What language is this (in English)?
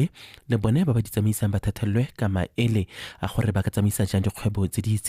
Tswana